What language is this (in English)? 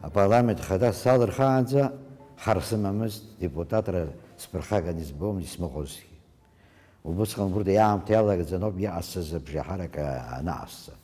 Abkhazian